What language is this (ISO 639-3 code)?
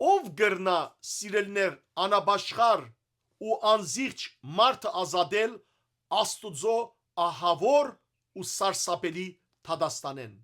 hyw